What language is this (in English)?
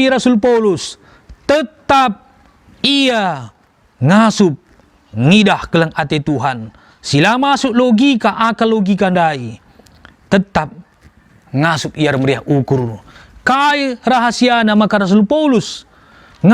Batak Karo